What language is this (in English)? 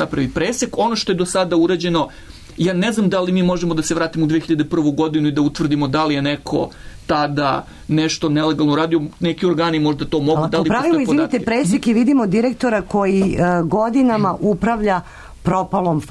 Serbian